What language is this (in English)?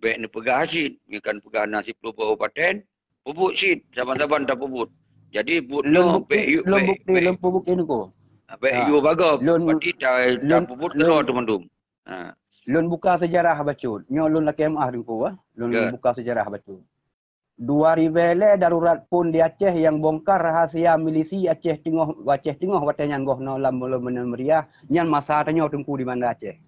Achinese